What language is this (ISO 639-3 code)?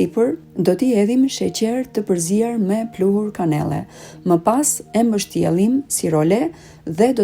sqi